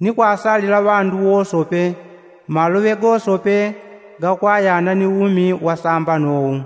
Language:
Yao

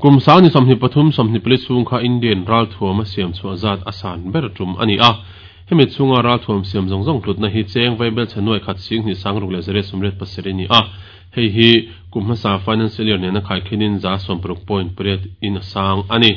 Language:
Mizo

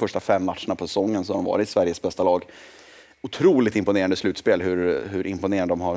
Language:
Swedish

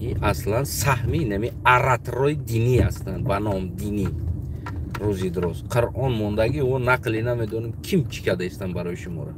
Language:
Tajik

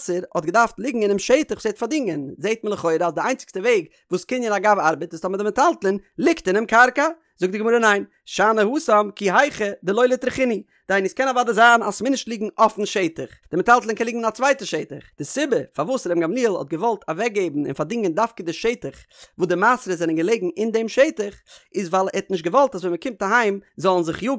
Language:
Yiddish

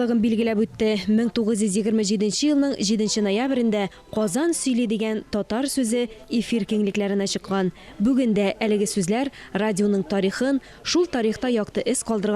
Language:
Tatar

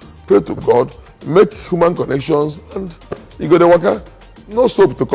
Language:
Nigerian Pidgin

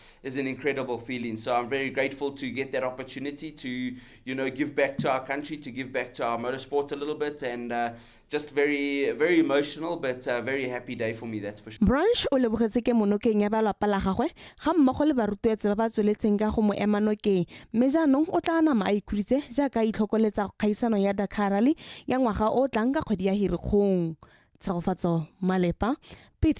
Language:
Tswana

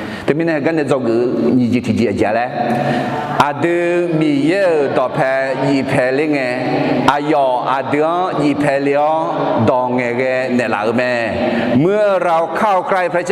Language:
Akha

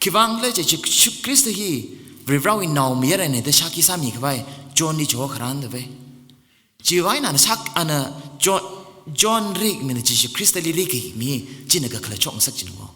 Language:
Tangkhul Naga (India)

